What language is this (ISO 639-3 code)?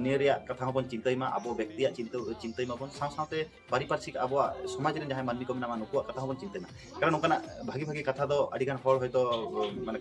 sat